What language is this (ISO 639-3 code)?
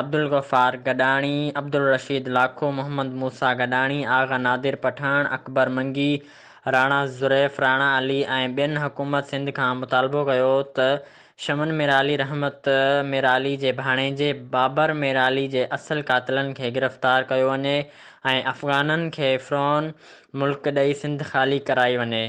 snd